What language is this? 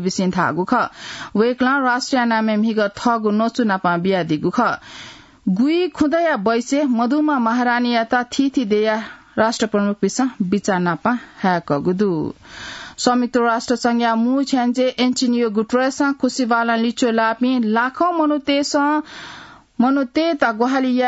Newari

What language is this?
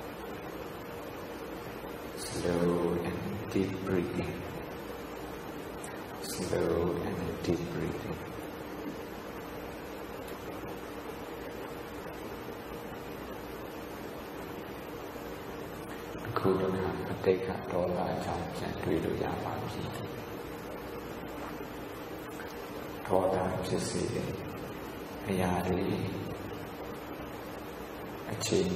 Burmese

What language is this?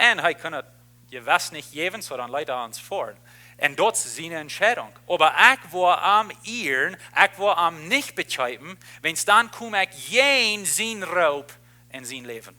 Plautdietsch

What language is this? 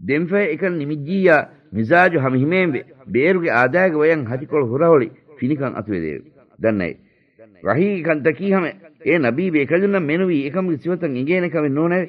Divehi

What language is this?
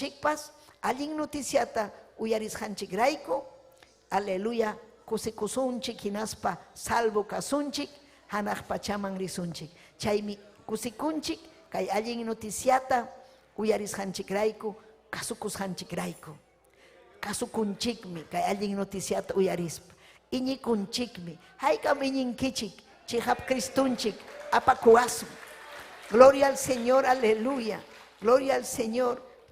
Ayacucho Quechua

